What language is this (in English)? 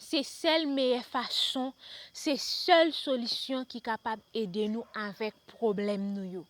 Haitian Creole